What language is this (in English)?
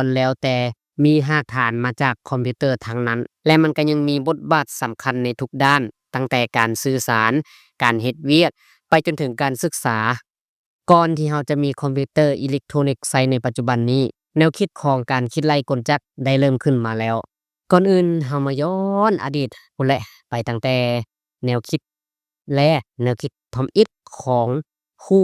Lao